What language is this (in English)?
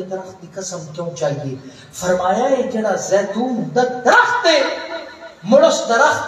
Saraiki